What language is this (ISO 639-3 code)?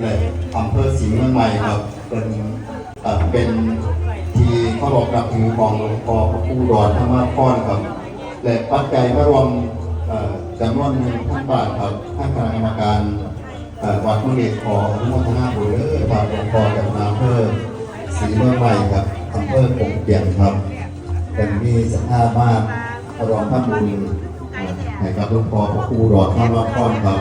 pli